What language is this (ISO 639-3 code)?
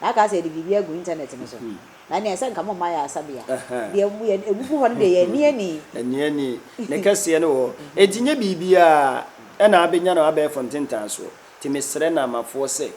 aka